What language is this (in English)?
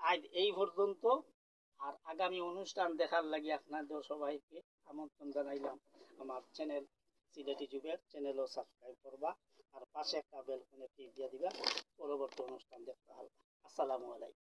Sylheti